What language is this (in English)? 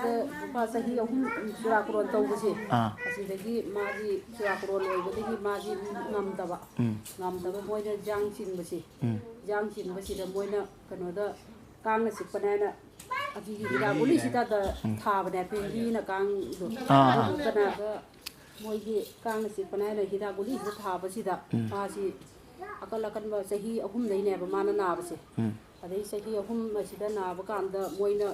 Manipuri